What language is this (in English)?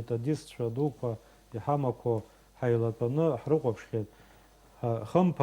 Abkhazian